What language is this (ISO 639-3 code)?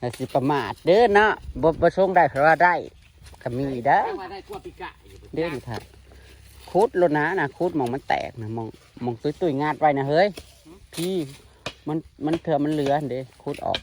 tts